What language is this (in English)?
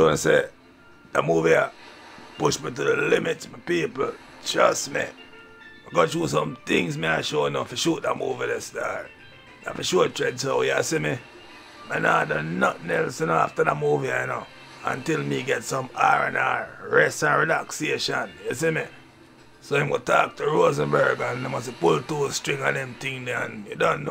Jamaican Creole English